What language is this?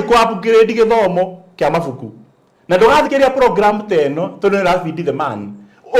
Kikuyu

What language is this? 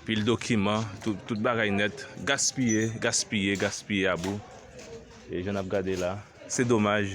Haitian Creole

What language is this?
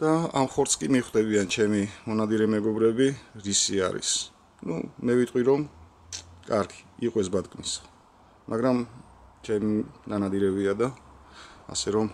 Georgian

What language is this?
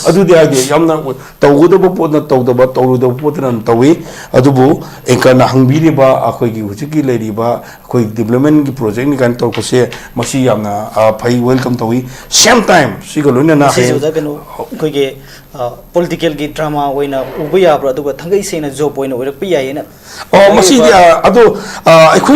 Manipuri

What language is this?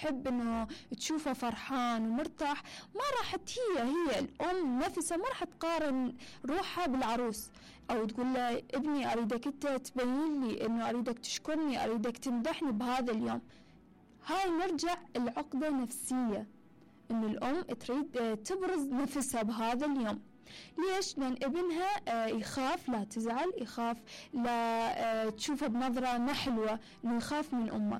Mesopotamian Arabic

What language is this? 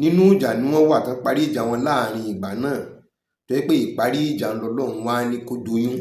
Yoruba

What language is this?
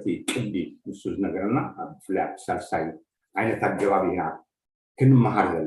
Tigrinya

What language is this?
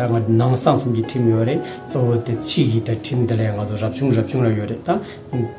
Tibetan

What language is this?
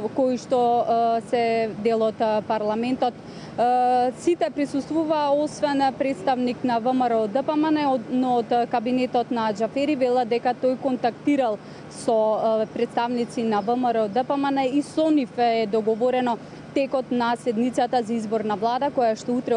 Macedonian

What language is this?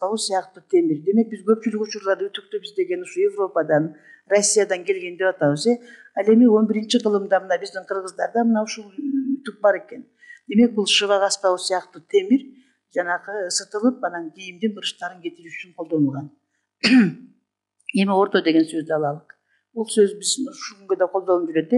Kyrgyz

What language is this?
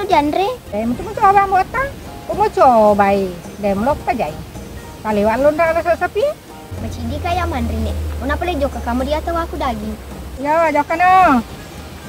Buginese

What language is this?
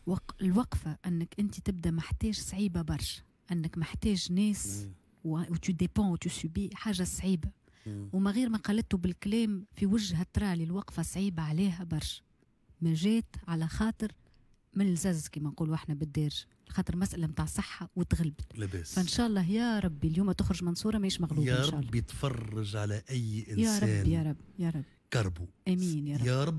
Tunisian Arabic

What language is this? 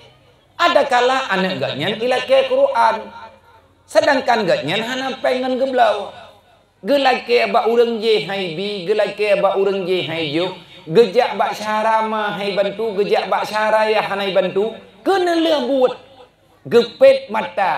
Achinese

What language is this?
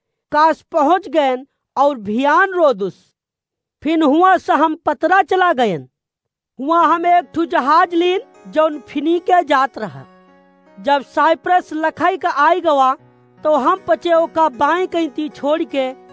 Awadhi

